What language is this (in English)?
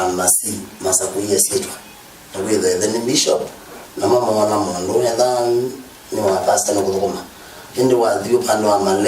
Kamba